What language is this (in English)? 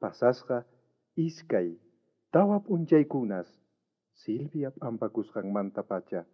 South Bolivian Quechua